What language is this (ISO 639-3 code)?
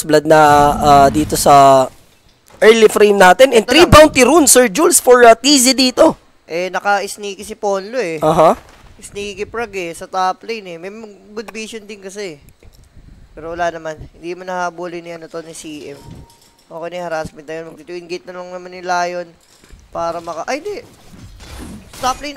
fil